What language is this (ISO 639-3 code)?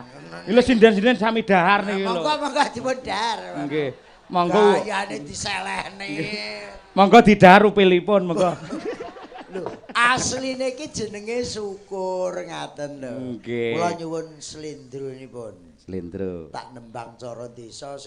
jav